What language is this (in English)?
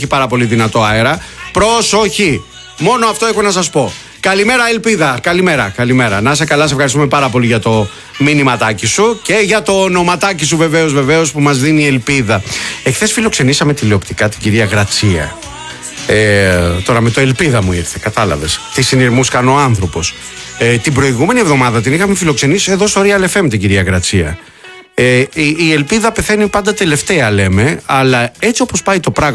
Greek